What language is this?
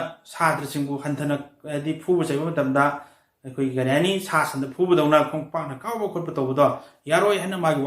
Manipuri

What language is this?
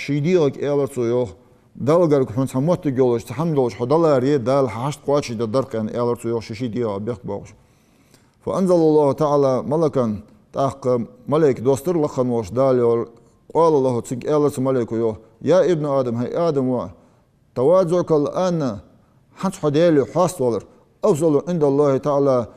Ingush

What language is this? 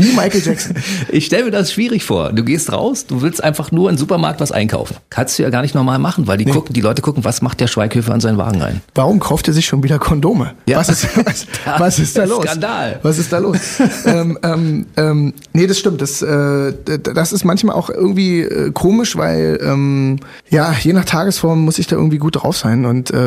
German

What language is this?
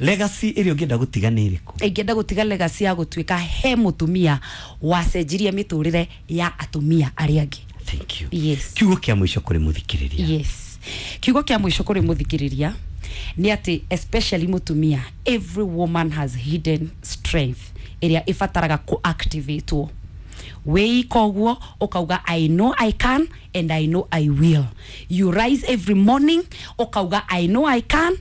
Kikuyu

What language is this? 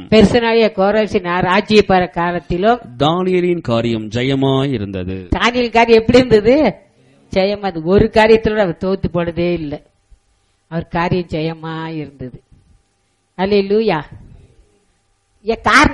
Tamil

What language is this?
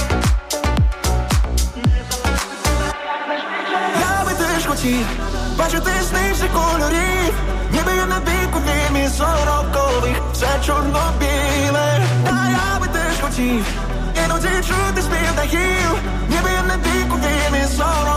Ukrainian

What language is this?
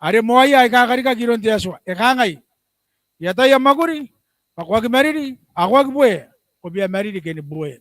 Gilbertese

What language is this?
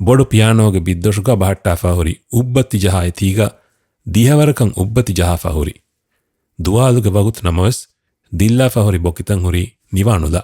Divehi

